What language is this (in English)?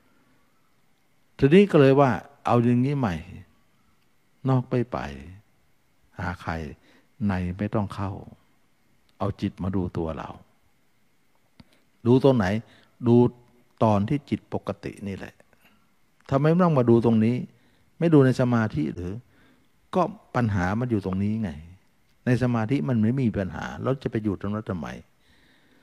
Thai